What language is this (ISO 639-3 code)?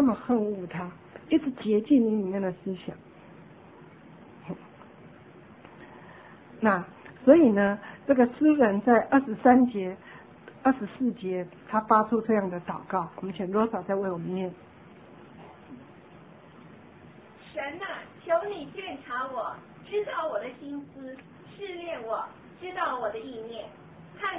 zho